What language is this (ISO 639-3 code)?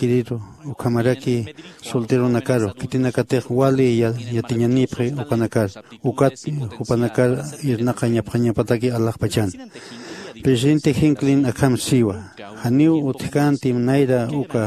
aym